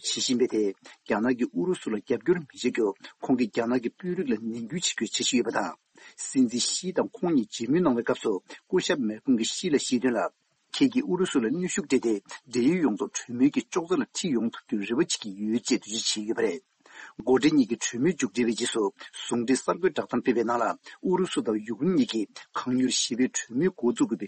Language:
Tibetan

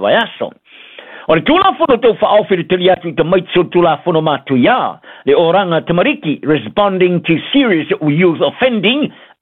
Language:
Samoan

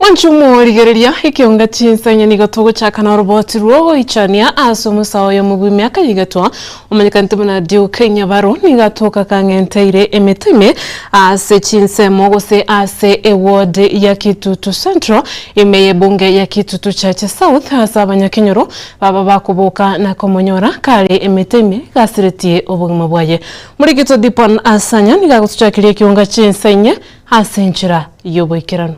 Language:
Gusii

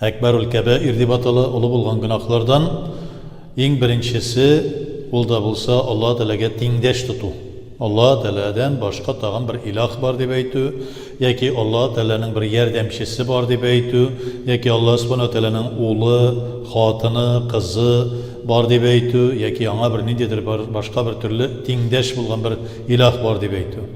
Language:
Tatar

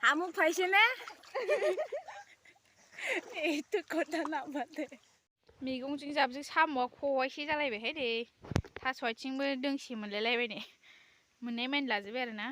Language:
Bodo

